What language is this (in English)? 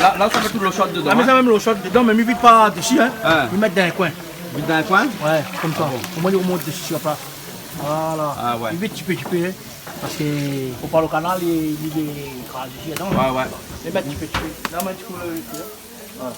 Réunion Creole French